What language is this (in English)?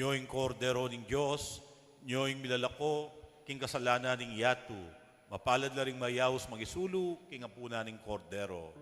Pampanga